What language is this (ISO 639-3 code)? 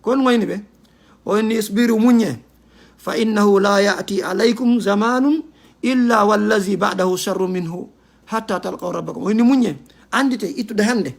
ful